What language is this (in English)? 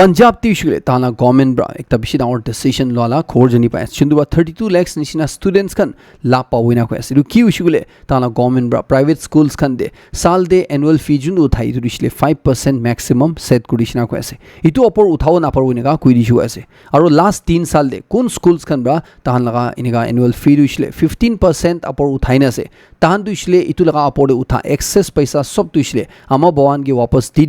Naga Pidgin